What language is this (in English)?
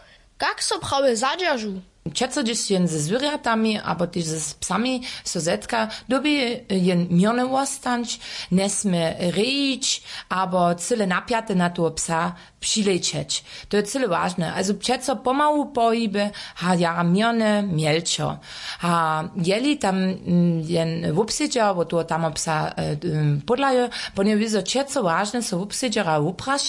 Upper Sorbian